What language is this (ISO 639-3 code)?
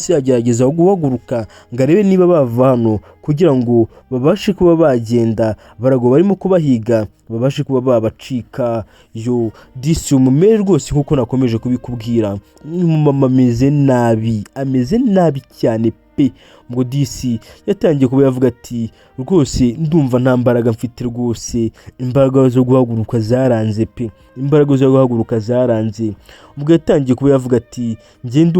kin